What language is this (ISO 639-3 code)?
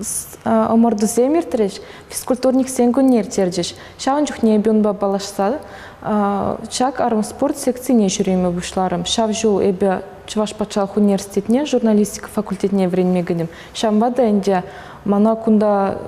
chv